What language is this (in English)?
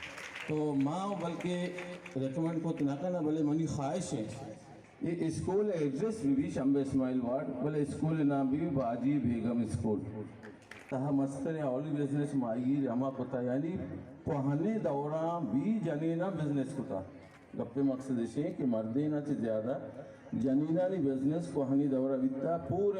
Baluchi